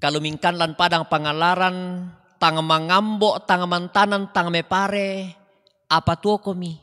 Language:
Toraja-Sa'dan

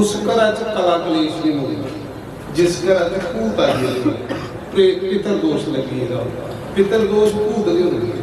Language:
Dogri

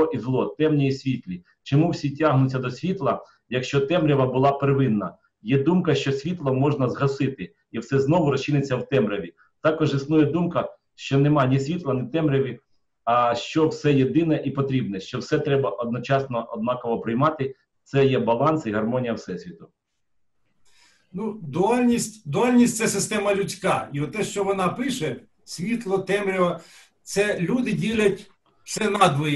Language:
Ukrainian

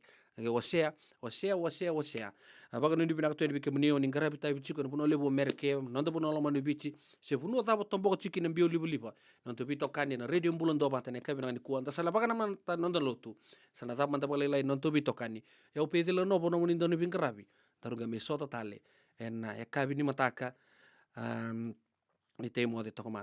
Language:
Fijian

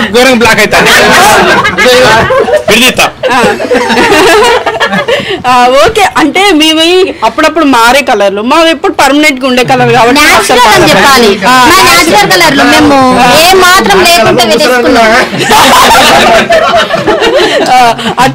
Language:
Telugu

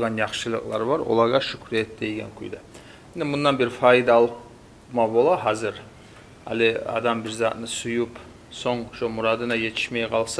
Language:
Kumyk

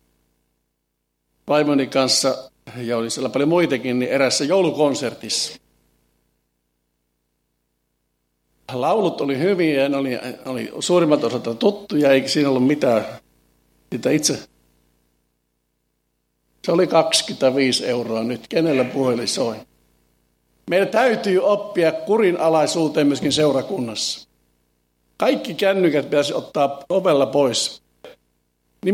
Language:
Finnish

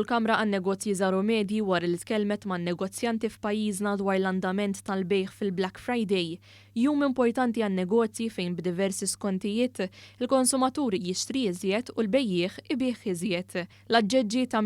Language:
Maltese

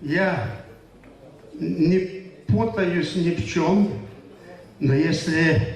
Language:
Gagauz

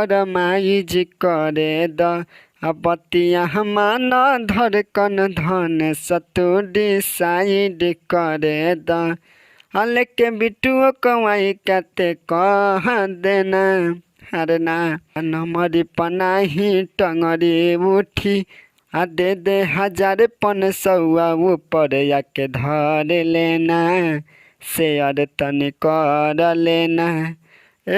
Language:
Bhojpuri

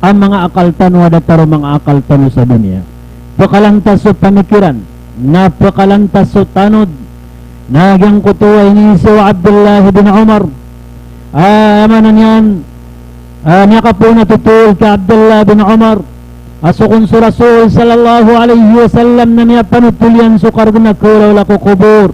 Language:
Maranao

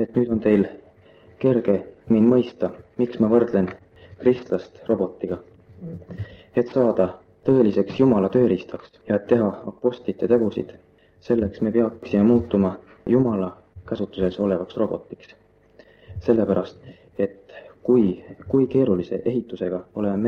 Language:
Estonian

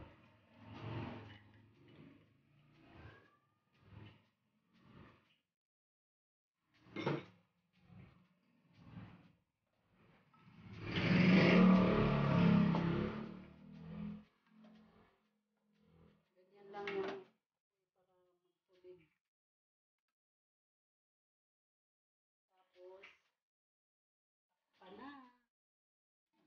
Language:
Filipino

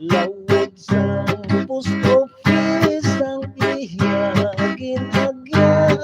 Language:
Hiligaynon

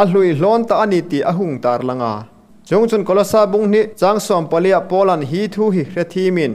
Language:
Hmar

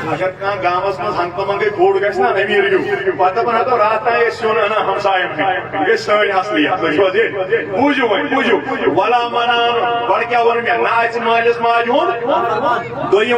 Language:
Kashmiri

